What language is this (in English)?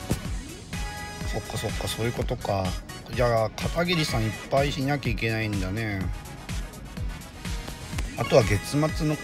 Japanese